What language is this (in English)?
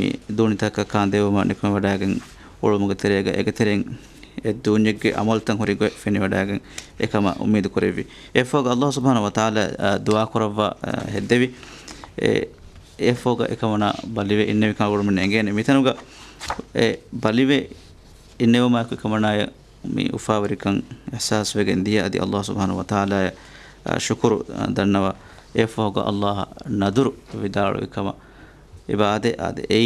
Divehi